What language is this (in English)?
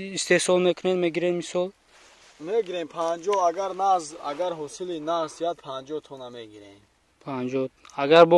Tajik